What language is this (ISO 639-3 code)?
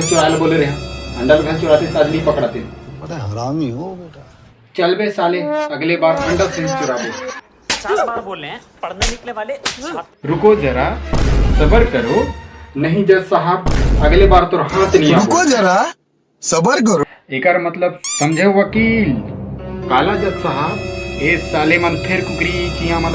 hne